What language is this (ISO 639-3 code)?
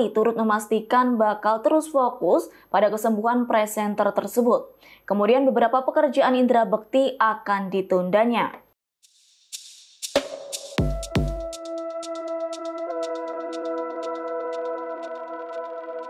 ind